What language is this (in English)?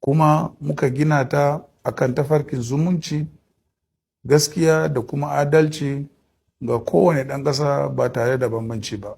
Hausa